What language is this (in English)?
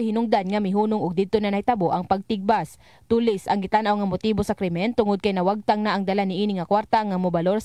Cebuano